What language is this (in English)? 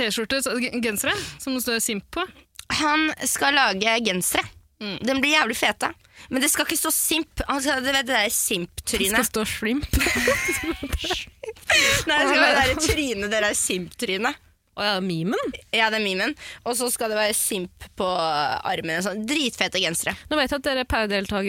Norwegian